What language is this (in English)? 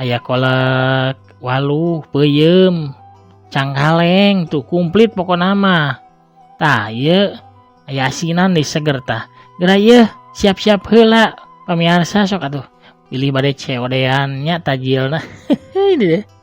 Sundanese